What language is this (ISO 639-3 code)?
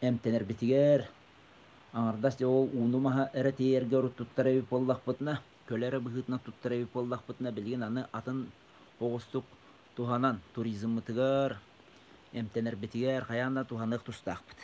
sah